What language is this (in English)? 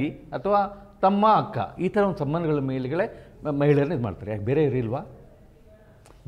Kannada